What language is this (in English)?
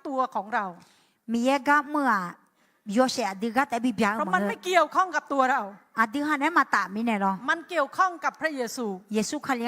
Akha